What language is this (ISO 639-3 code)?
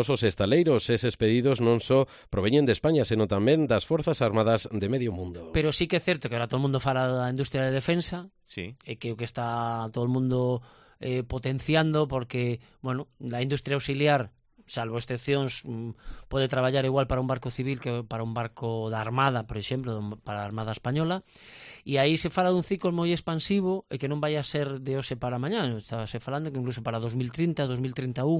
glg